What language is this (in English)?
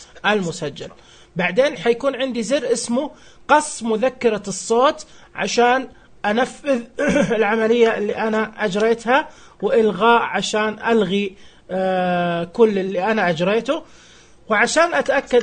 Najdi Arabic